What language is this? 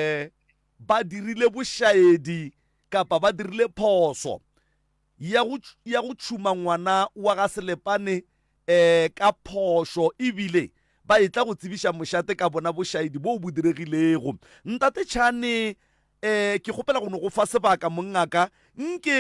Northern Sotho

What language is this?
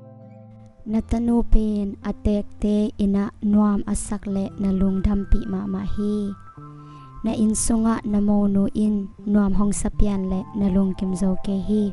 Tedim Chin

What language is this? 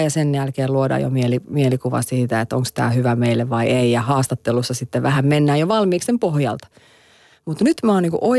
Finnish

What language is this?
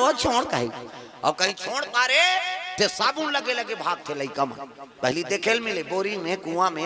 Chhattisgarhi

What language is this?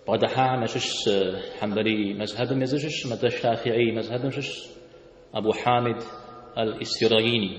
Kabardian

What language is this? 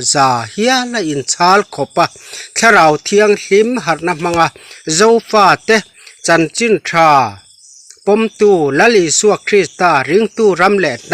Mizo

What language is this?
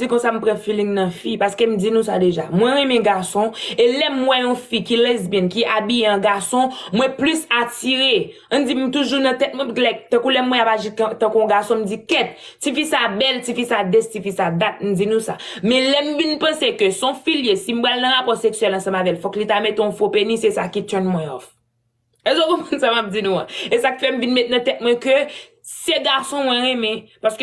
Haitian Creole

